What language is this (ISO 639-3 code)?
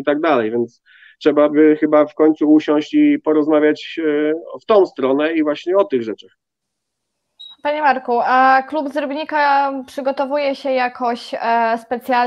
pol